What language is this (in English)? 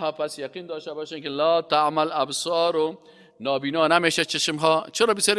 Persian